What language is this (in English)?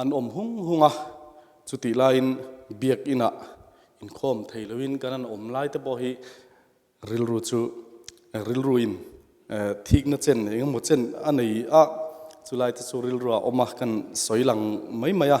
Mizo